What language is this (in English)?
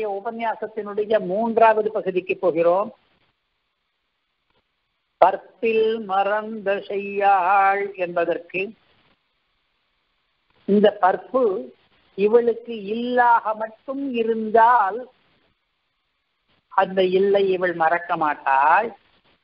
Tamil